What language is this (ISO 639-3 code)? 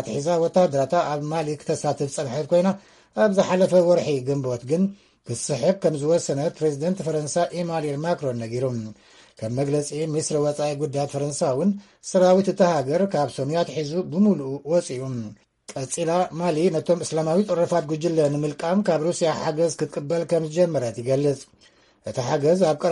tir